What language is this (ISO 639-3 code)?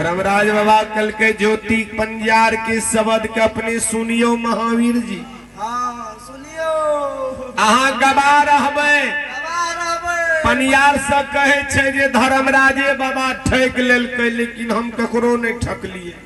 mai